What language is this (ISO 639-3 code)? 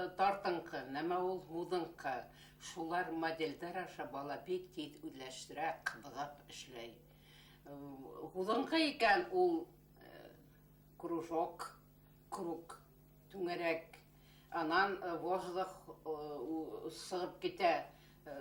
bak